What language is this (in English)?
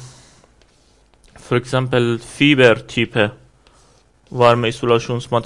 Norwegian